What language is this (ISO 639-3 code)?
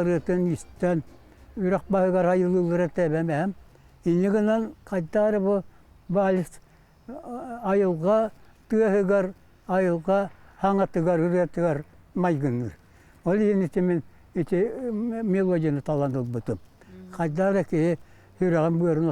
sah